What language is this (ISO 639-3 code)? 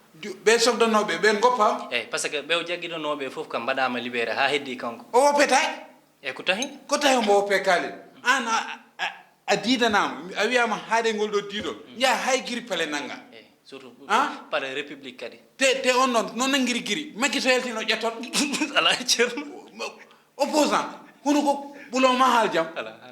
ful